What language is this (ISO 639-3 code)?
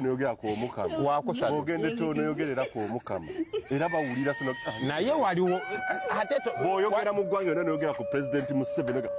lug